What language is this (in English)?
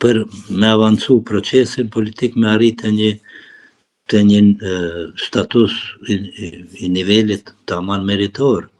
Albanian